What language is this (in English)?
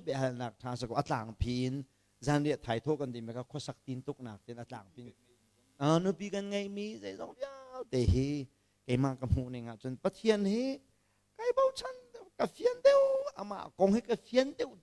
Hakha Chin